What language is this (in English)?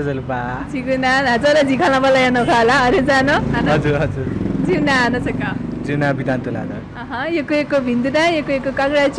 Newari